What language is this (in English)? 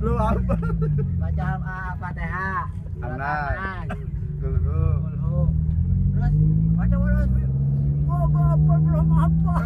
Betawi